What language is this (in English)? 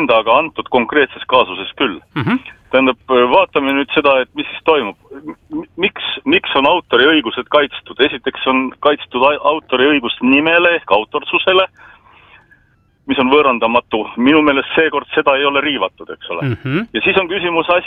Estonian